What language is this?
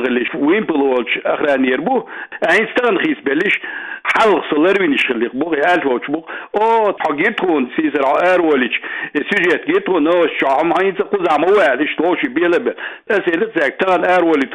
Chechen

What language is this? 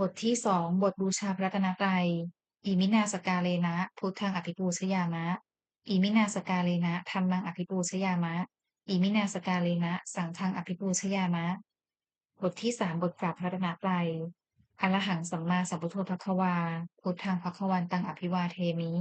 Pali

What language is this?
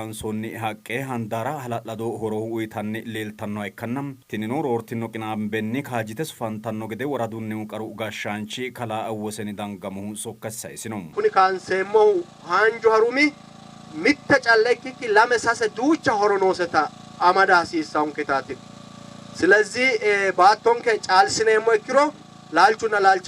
Sidamo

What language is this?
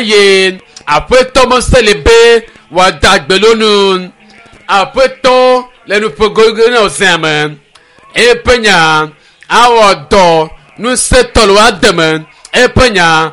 Ewe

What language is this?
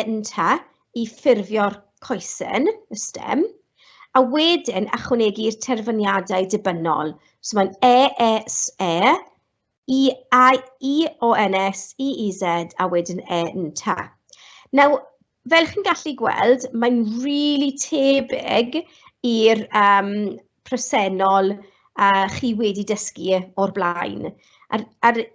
Welsh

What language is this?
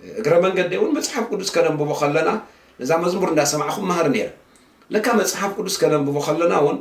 Tigrinya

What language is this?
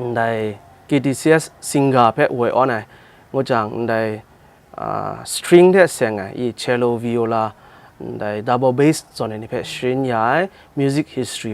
Kachin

